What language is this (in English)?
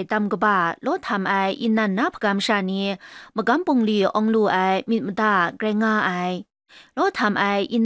Kachin